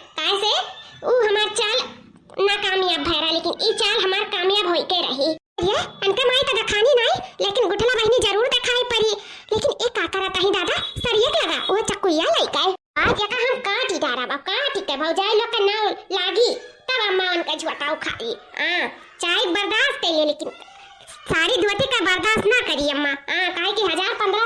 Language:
Awadhi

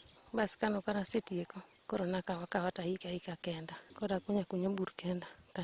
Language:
Luo (Kenya and Tanzania)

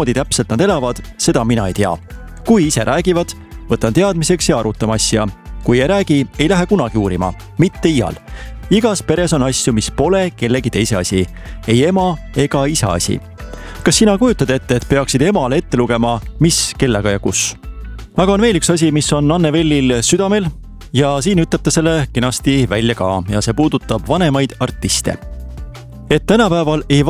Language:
Estonian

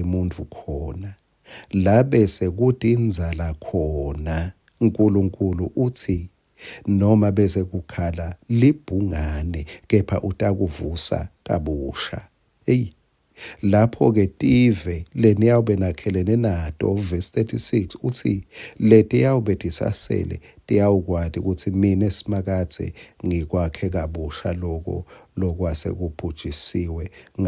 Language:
Swati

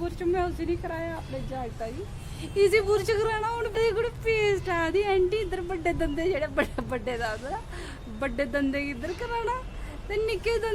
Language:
Dogri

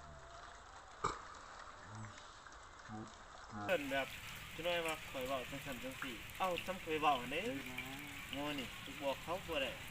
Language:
Lao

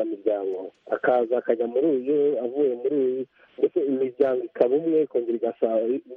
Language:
Kinyarwanda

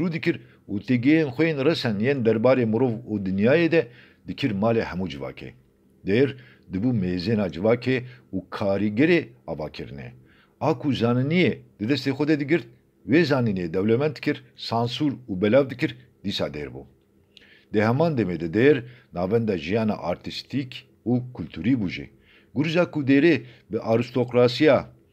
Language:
Kurdish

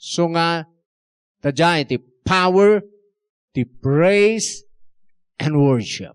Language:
Iloko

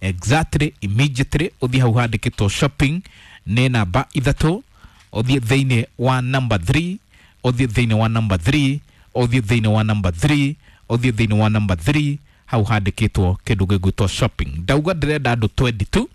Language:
Kikuyu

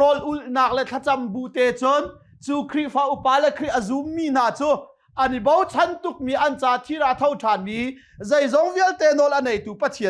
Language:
Hakha Chin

